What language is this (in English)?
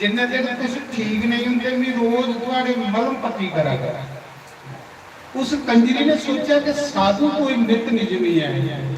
Dogri